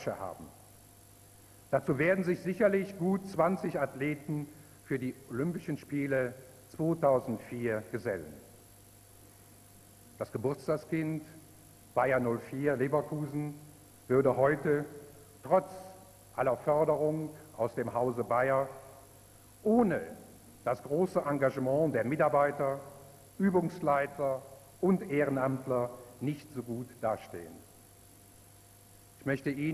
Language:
German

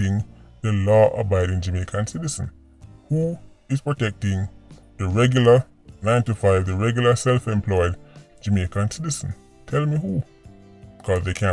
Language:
Jamaican Creole English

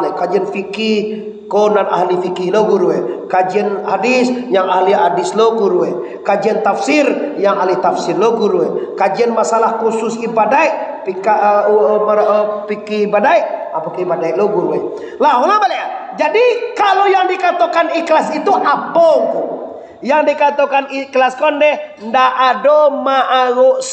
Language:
Minangkabau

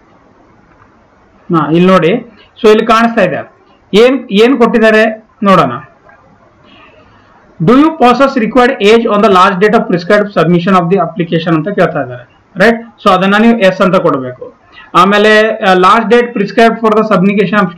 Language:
Kannada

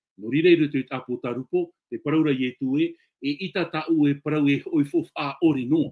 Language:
Tahitian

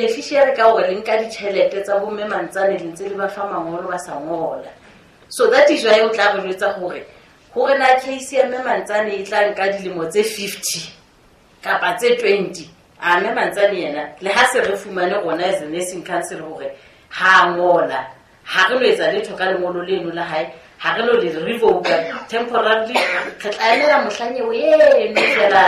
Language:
Southern Sotho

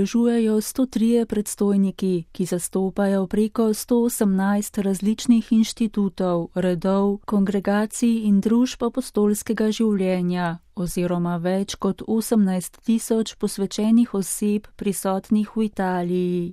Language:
Slovenian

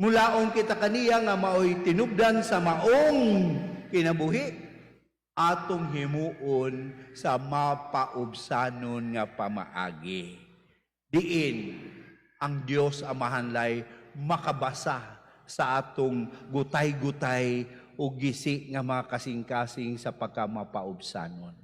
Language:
Cebuano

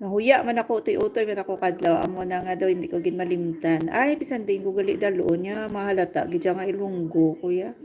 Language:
Hiligaynon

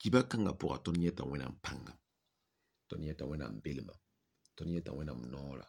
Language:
Mossi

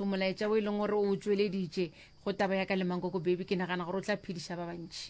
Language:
Northern Sotho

